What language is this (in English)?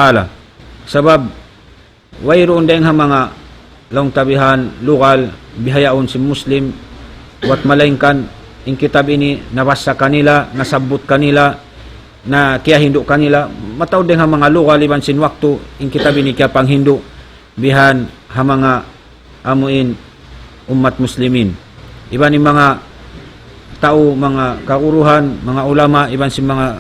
Tausug